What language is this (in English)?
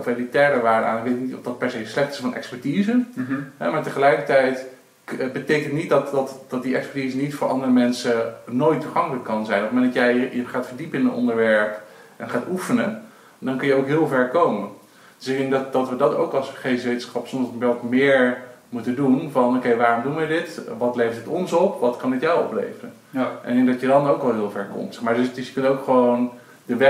Dutch